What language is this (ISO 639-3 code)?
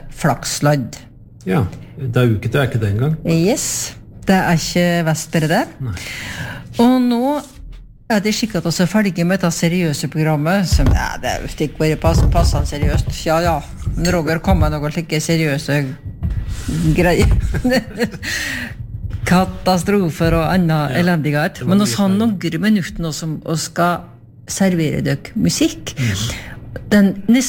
nor